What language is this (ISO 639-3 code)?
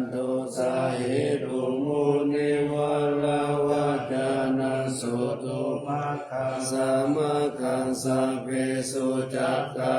pli